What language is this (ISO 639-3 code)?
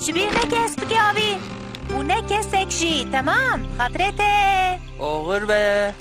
kur